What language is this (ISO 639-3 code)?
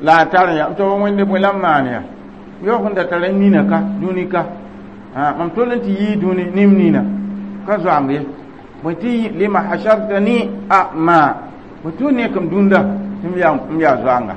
mos